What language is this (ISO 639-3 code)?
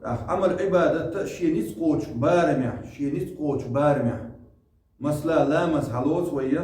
che